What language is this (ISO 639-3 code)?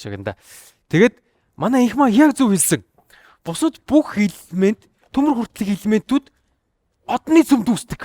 mon